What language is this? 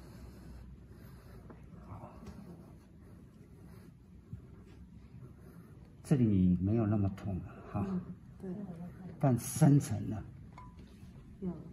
Chinese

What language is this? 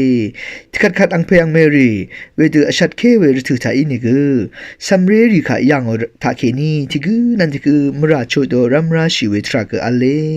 Rawang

